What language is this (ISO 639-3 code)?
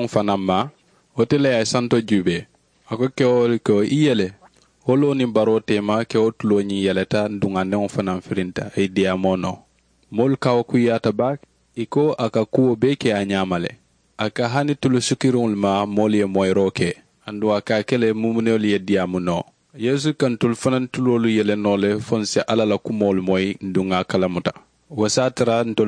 man